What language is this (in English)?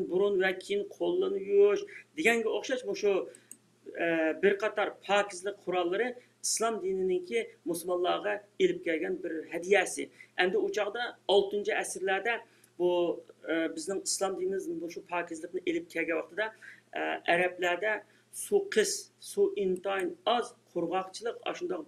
Uyghur